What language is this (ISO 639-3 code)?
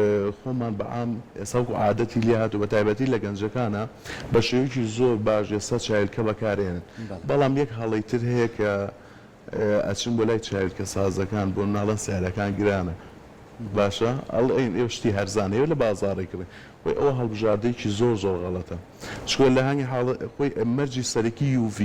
ckb